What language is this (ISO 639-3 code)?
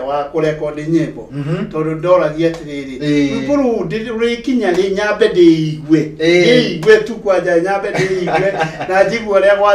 kik